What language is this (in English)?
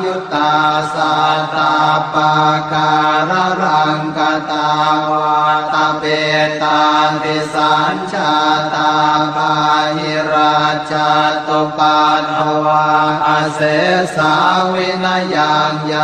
Pali